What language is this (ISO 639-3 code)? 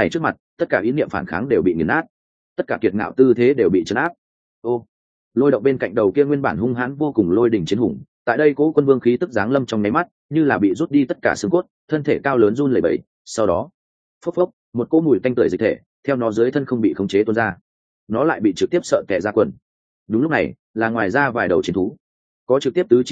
vie